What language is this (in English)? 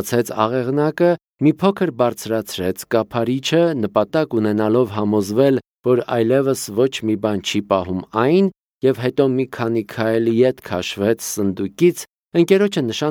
Armenian